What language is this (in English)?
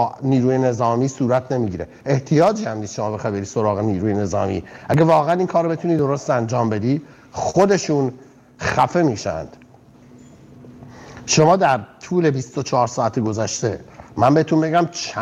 Persian